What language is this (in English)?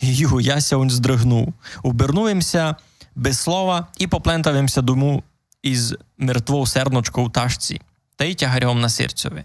Rusyn